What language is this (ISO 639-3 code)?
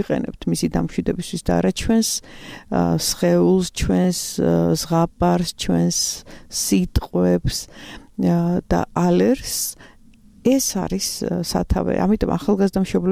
kat